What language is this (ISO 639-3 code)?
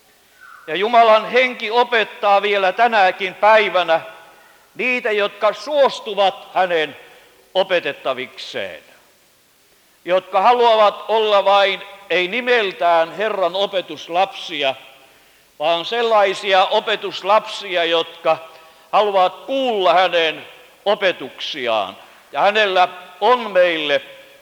fin